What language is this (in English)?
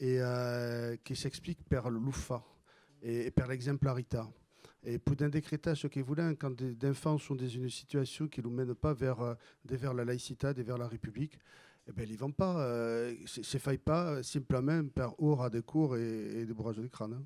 Occitan